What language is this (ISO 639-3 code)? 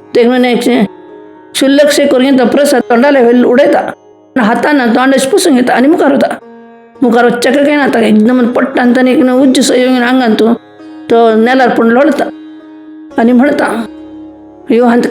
kok